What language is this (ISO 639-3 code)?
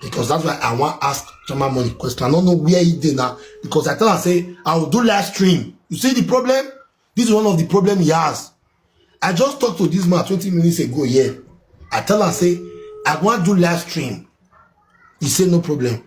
pcm